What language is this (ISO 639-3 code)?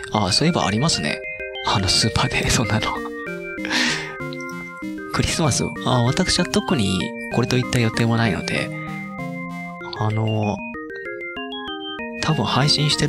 jpn